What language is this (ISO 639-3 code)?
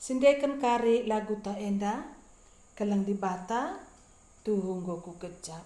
btx